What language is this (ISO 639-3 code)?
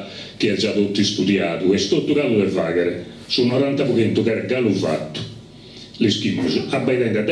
srd